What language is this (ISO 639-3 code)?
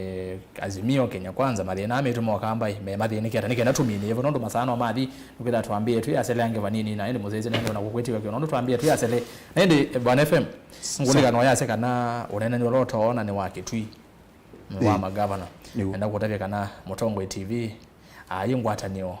kam